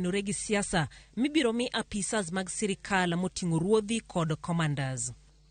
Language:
Luo (Kenya and Tanzania)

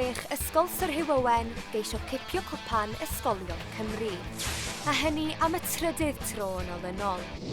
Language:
Welsh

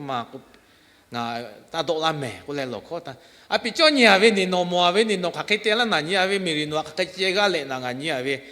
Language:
Lahu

